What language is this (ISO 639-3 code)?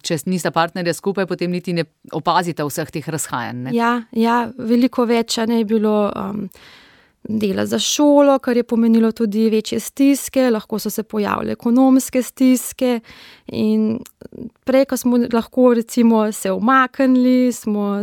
slv